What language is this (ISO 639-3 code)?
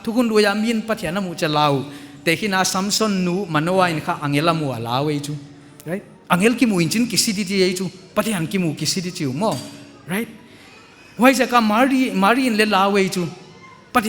pck